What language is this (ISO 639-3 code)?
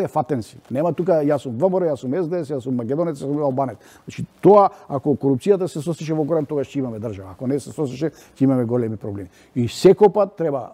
mkd